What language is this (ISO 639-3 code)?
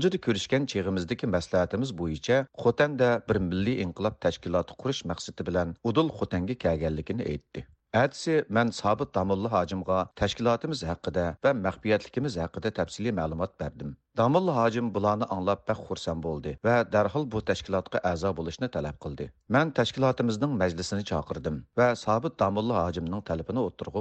uig